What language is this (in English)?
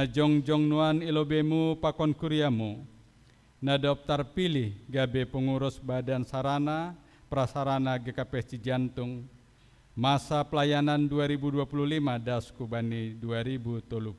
Batak Simalungun